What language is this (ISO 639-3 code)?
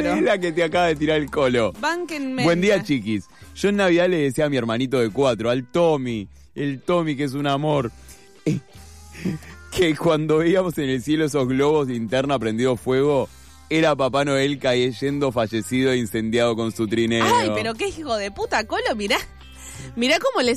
spa